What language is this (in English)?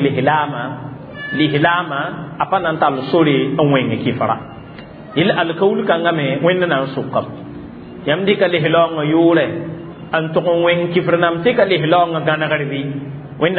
Mossi